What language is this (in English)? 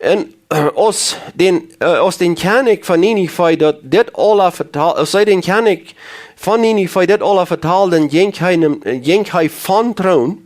Plautdietsch